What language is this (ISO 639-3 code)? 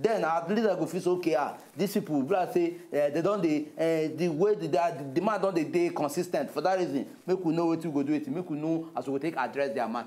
pcm